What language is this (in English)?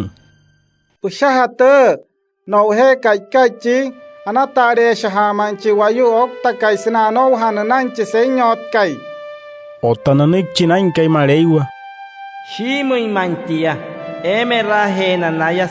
Wayuu